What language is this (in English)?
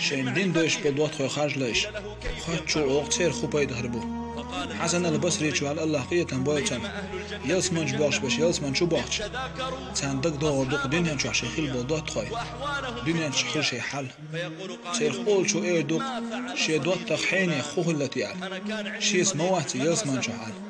Chechen